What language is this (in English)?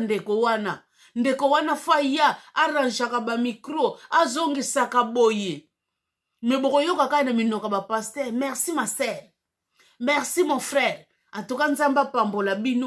Lingala